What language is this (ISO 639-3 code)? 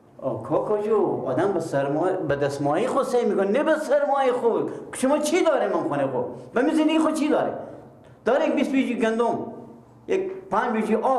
fas